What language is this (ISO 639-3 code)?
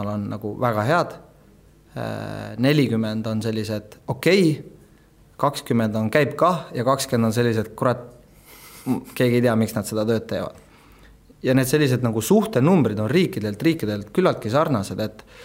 est